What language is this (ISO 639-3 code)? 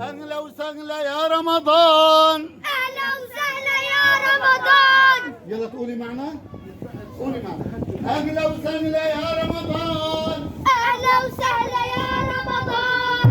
apc